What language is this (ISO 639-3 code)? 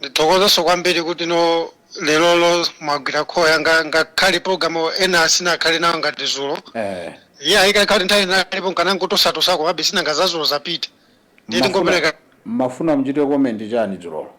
nya